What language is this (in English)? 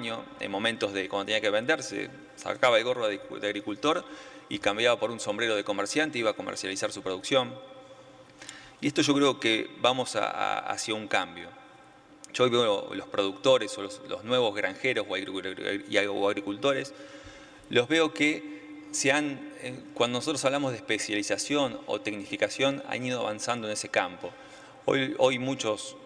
Spanish